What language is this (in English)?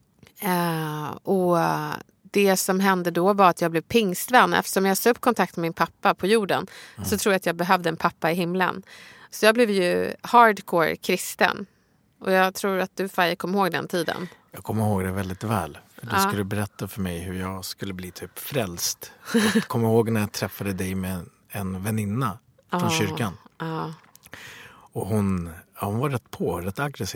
Swedish